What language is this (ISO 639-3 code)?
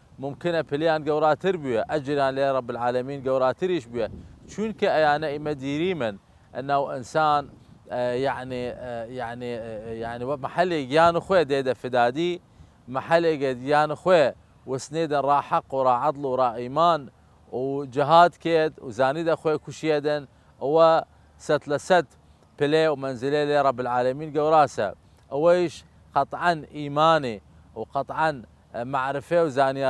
sdh